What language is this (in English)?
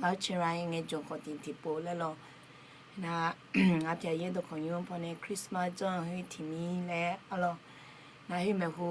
Akha